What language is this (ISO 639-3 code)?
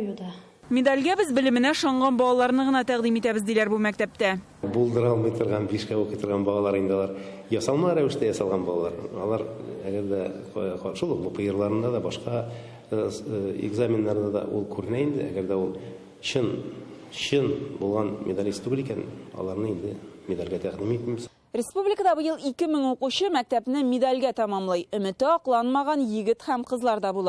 tat